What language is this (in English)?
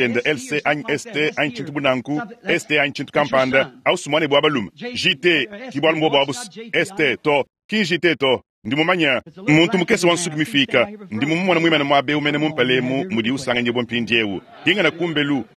Luba-Lulua